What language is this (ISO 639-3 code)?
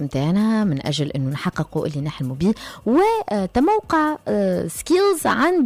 aeb